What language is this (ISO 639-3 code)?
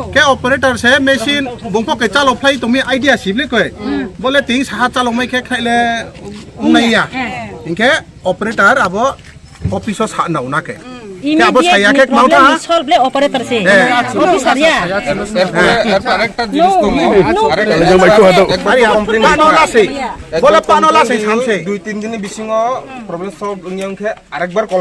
ria